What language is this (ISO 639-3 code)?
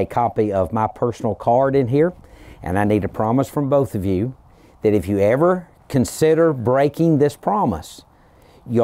eng